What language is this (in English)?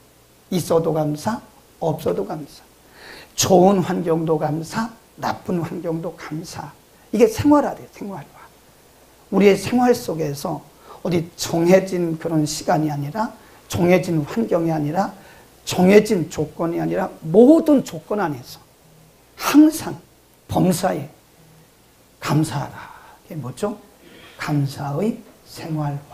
Korean